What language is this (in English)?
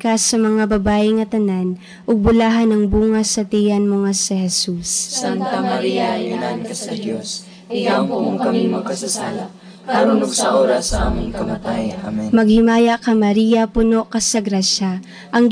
Cebuano